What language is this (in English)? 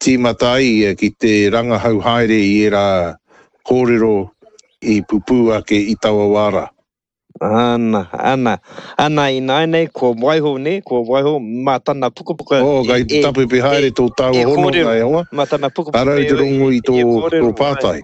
Māori